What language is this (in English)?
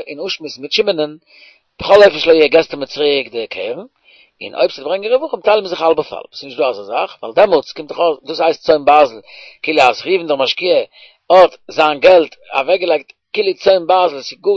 Yiddish